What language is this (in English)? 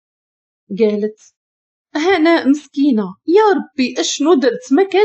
Moroccan Arabic